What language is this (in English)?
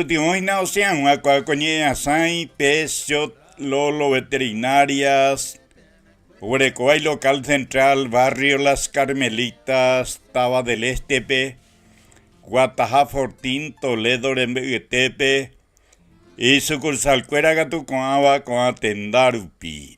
Guarani